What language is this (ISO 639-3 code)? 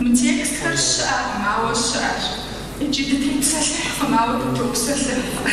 kbd